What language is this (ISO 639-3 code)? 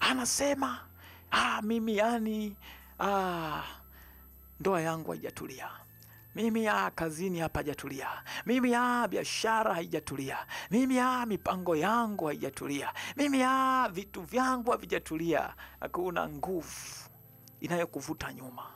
swa